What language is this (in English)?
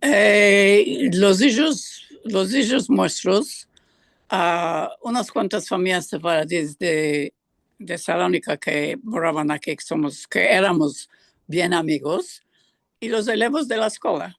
Ladino